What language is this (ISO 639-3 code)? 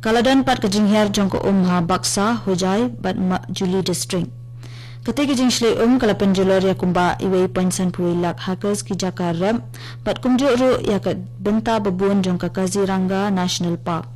kha